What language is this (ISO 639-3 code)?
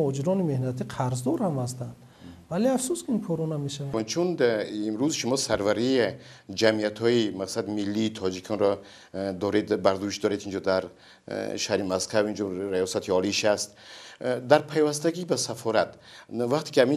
tgk